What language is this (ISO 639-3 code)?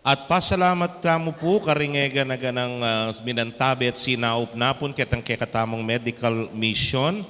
pam